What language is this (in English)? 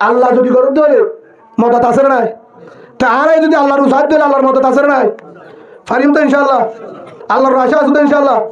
Rohingya